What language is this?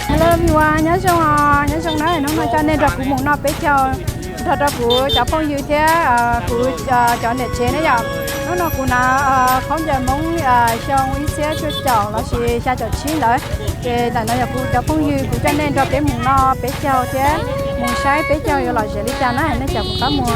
Hmong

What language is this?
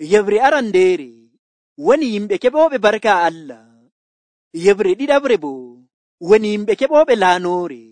Nigerian Fulfulde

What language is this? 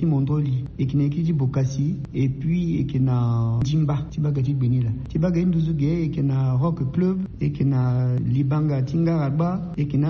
Sango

